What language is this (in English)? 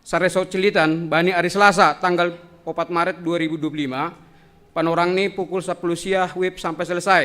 Batak Simalungun